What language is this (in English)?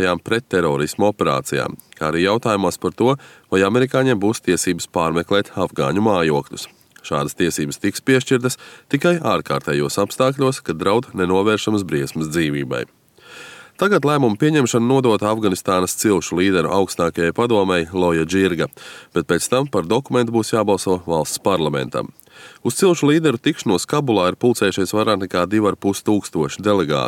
Latvian